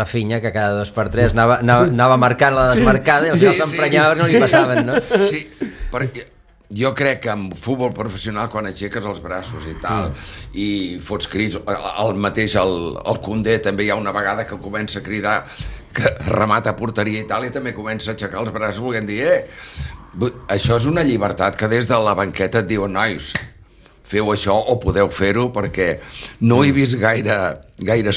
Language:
Catalan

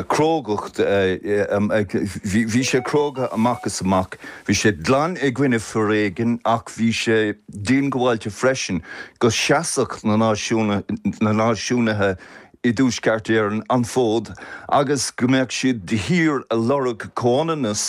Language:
Irish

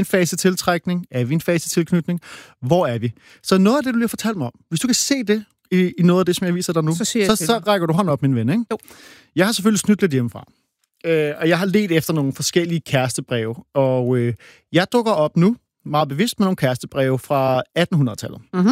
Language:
Danish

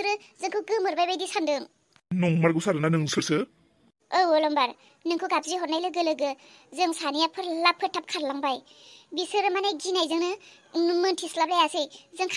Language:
Bodo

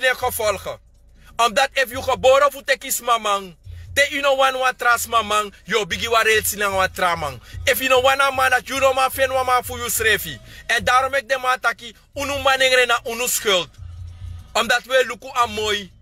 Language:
Sranan Tongo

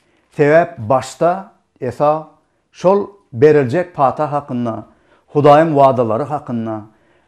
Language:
Turkmen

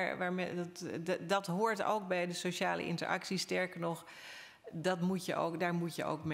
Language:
Dutch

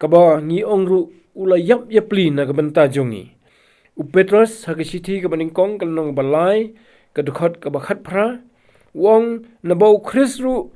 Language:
Khasi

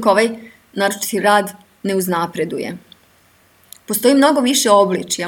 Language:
Serbian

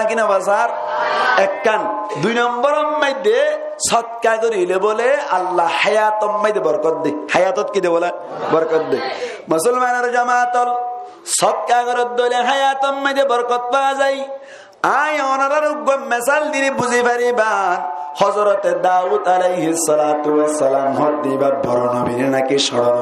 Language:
Rohingya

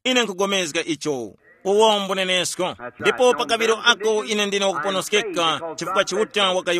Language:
Tumbuka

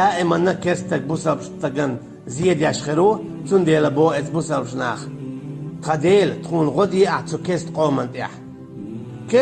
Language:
Chechen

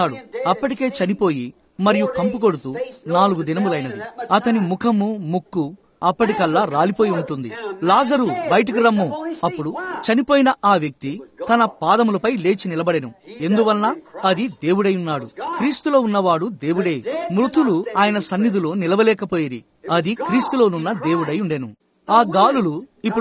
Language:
Telugu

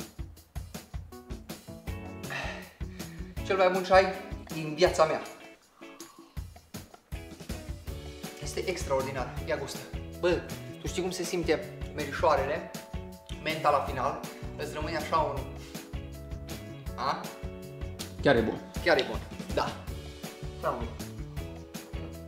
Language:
Romanian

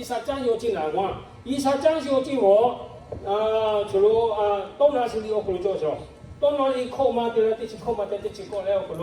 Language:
Lahu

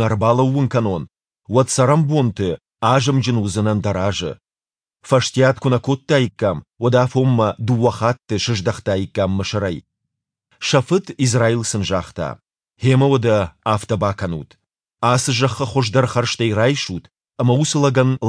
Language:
Ossetic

